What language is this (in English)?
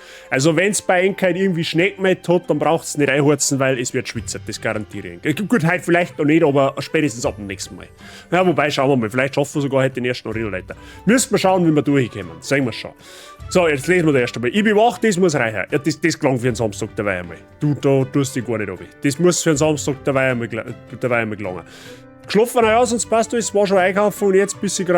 Bavarian